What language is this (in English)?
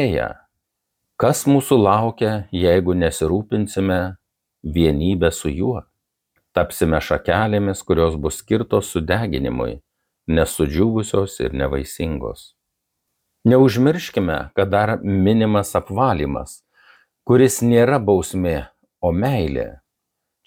Lithuanian